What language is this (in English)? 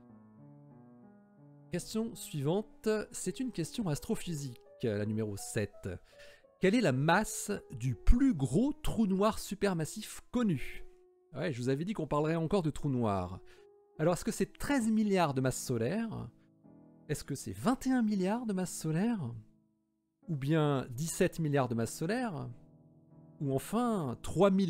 French